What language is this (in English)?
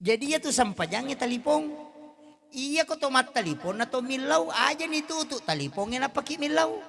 Buginese